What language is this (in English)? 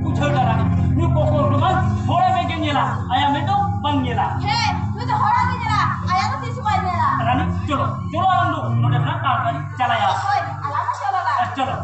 Santali